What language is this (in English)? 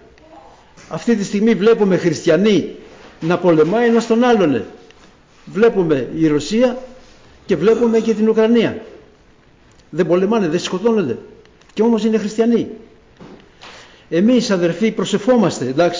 Greek